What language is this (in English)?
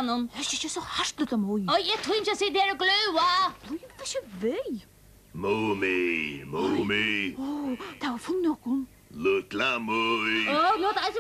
Faroese